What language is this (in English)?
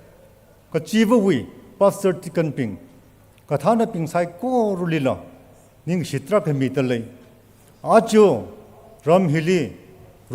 Tangkhul Naga (India)